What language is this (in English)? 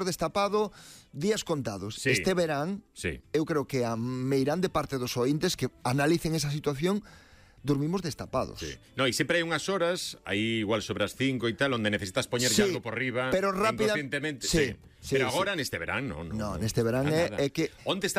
Galician